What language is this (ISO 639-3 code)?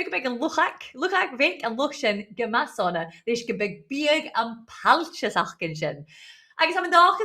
gla